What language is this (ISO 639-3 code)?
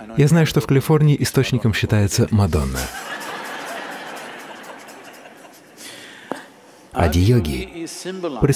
rus